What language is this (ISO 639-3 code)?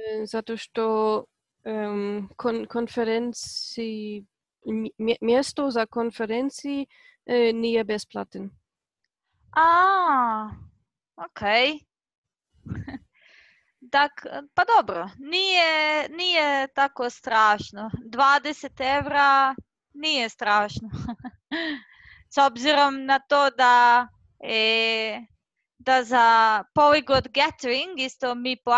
hrv